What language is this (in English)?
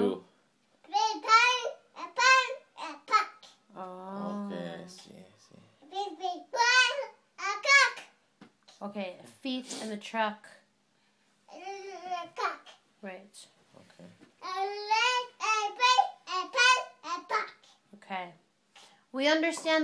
English